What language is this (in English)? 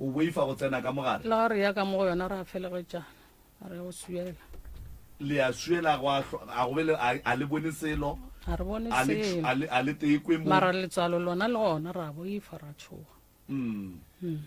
Northern Sotho